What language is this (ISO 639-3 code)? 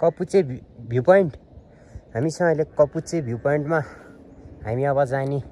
nep